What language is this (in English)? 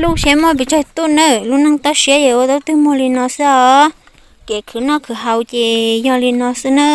Hmong